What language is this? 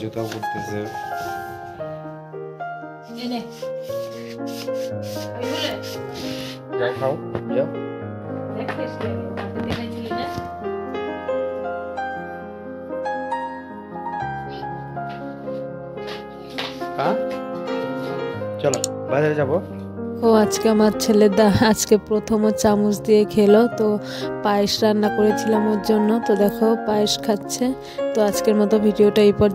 Bangla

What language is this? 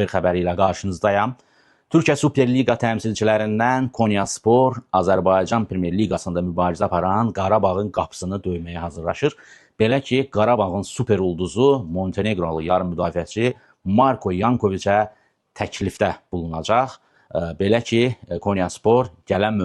Azerbaijani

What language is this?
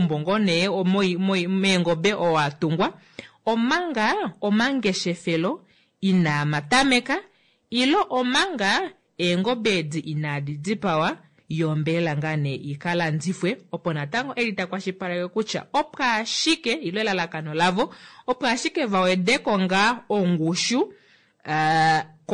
Kuanyama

